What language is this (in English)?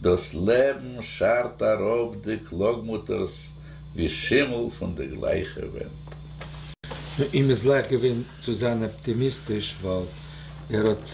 Yiddish